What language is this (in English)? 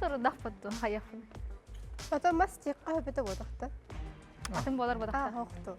Yakut